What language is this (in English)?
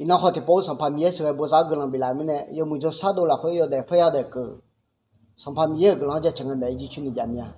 Akha